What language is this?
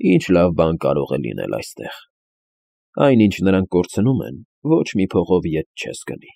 Armenian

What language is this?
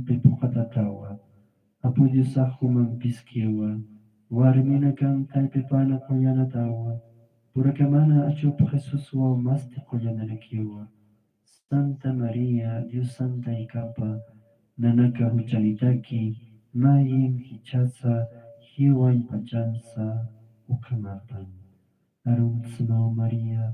Aymara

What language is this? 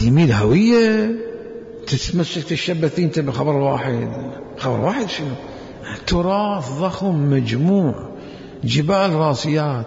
Mesopotamian Arabic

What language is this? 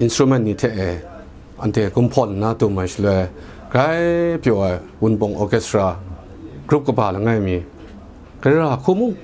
Kachin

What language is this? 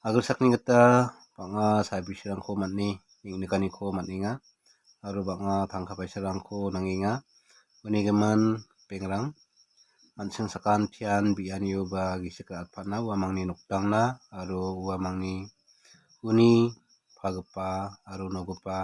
Garo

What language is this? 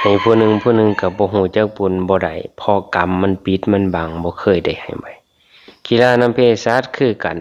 Northeastern Thai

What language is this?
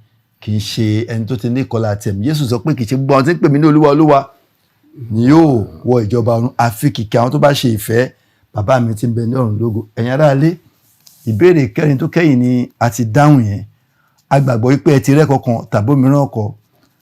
Yoruba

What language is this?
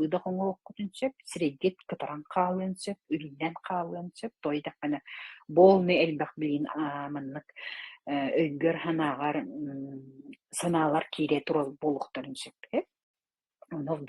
Yakut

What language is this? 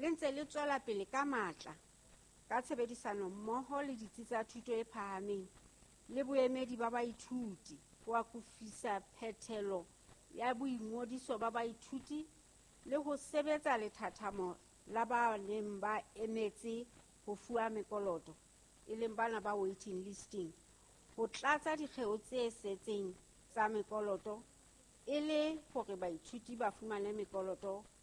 Southern Sotho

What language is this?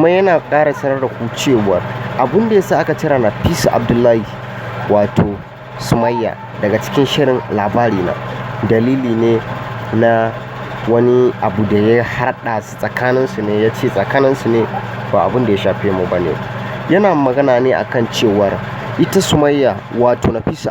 Hausa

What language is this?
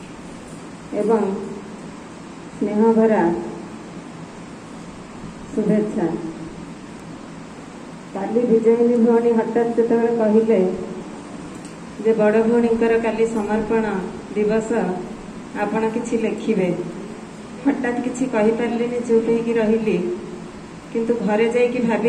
Odia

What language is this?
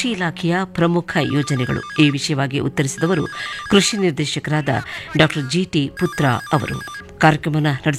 Kannada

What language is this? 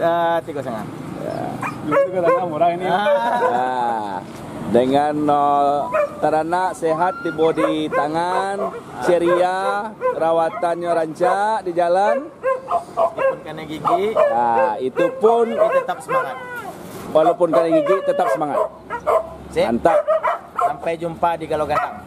Minangkabau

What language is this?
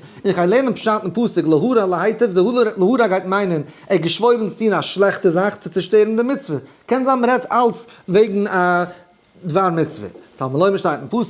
Yiddish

